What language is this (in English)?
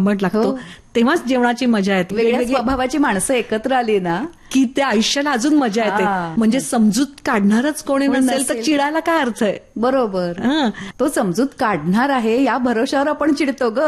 Marathi